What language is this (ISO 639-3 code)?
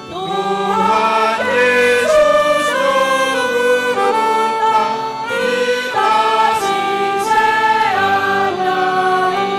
bbc